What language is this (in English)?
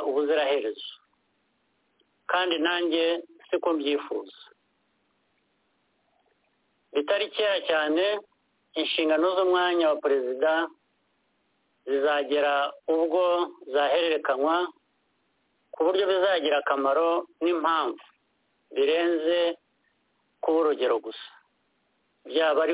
Kinyarwanda